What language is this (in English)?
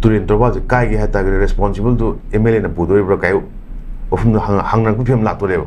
Manipuri